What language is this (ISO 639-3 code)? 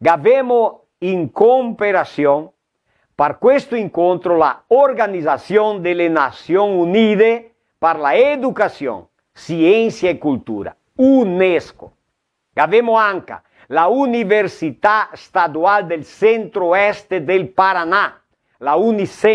vec